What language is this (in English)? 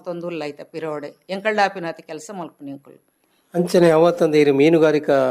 Tulu